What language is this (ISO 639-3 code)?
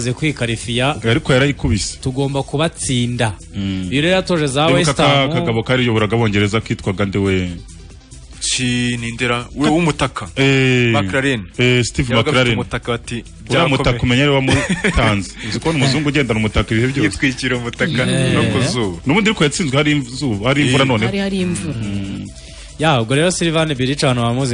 kin